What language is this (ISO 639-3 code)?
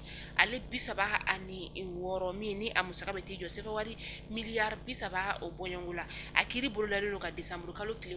bam